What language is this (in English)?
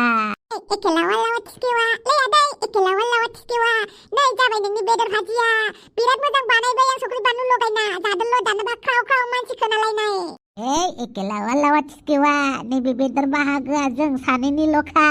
Bodo